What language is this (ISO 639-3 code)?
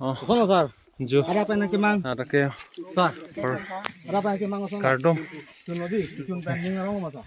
mjw